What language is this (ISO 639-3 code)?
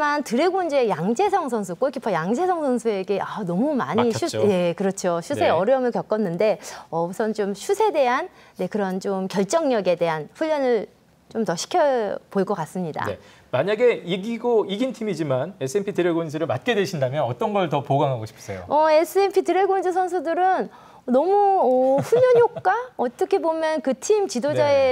kor